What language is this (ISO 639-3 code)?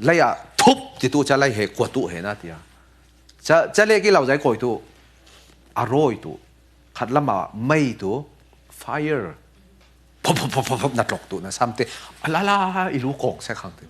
cfm